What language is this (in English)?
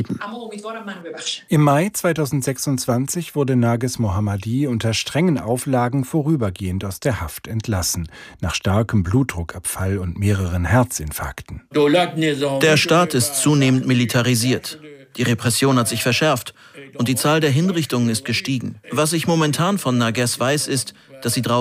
German